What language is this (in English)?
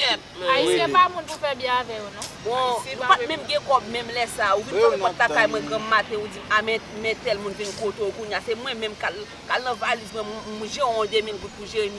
Haitian Creole